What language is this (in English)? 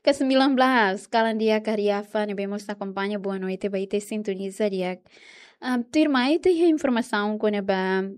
Tetum